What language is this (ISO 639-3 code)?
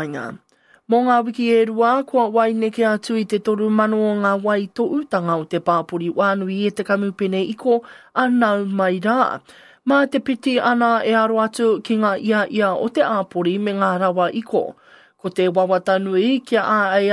mri